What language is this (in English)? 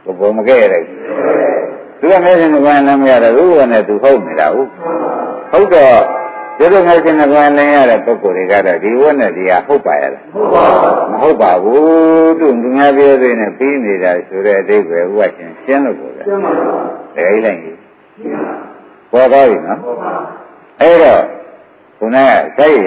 Burmese